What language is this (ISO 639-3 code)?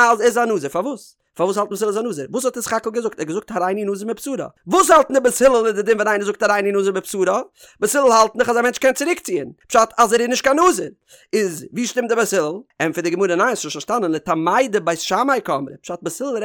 yid